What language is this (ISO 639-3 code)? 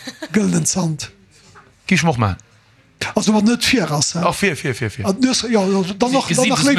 ltz